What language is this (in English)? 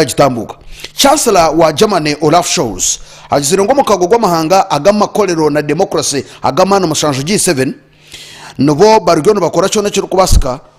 Nyankole